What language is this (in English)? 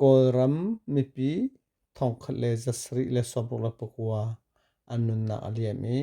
Hakha Chin